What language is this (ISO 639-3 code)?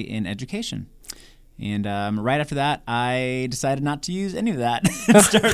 eng